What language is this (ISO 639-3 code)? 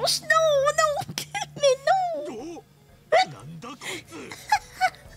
fra